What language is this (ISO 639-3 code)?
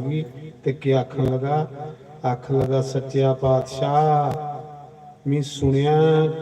doi